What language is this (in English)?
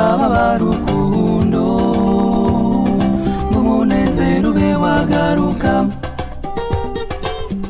Kinyarwanda